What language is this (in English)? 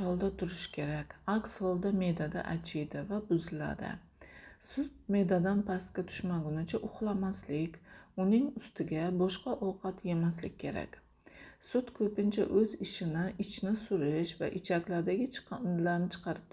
Uzbek